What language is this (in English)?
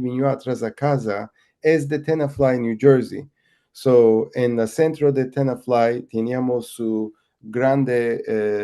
Ladino